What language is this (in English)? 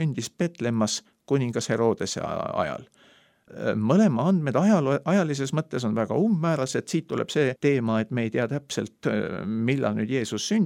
Estonian